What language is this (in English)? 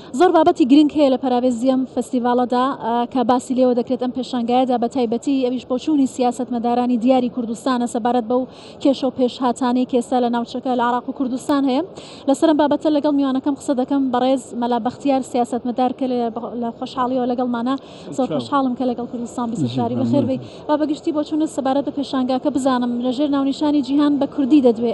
Central Kurdish